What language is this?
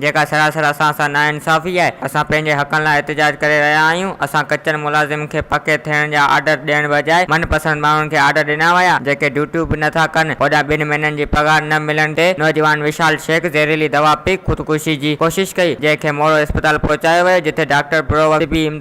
Sindhi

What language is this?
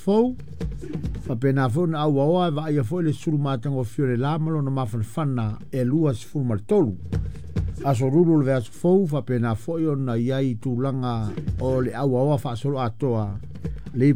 Samoan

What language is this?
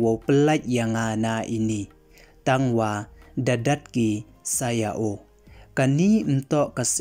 Pnar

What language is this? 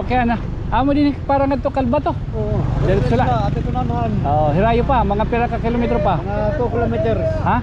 Waray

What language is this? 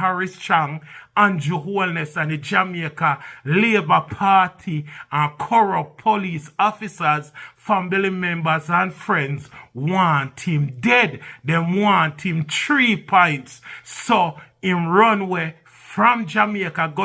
Jamaican Creole English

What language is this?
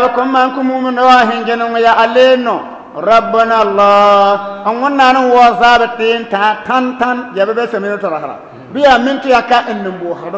Bissa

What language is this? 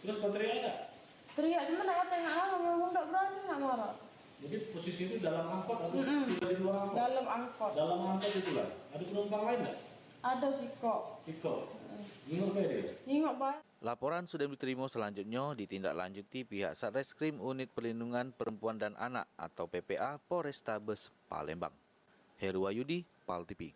Musi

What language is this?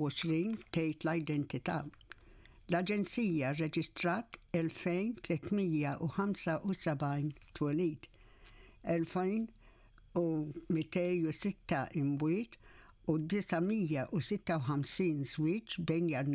Maltese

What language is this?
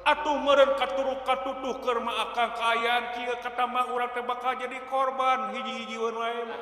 Sundanese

